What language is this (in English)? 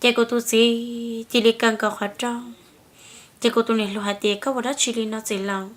Hmong